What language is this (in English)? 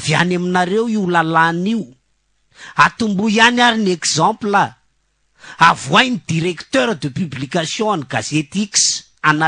Malagasy